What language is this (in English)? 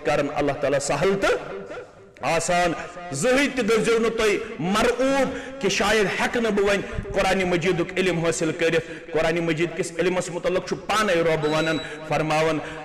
Kashmiri